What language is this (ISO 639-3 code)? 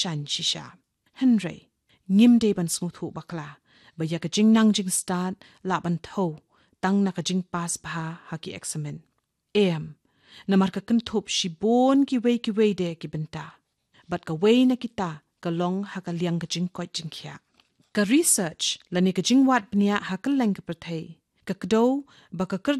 kha